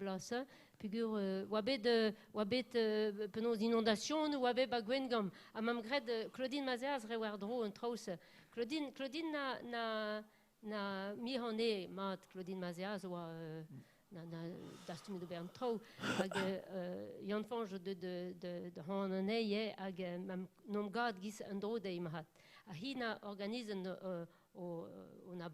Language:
Breton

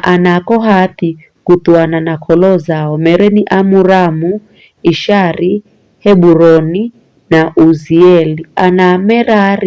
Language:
Giryama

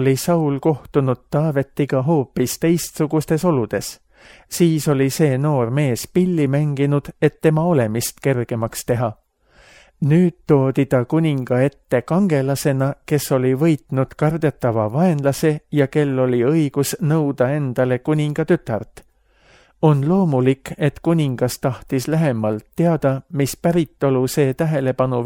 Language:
Estonian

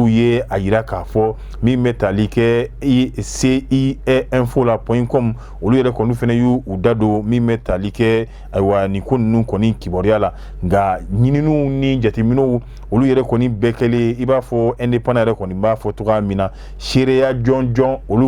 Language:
Bambara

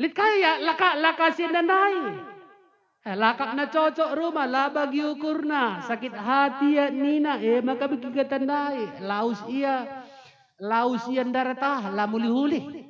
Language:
Batak Karo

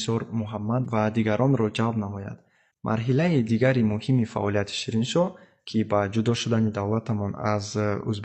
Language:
Tajik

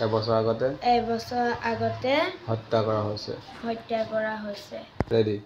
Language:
Assamese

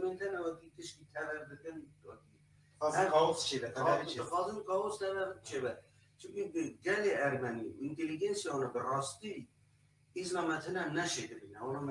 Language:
Kurdish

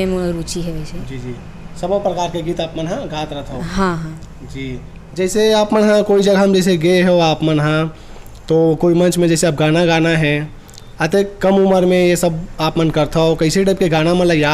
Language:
Chhattisgarhi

